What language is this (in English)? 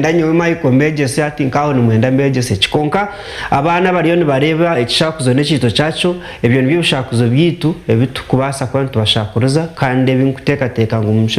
Nyankole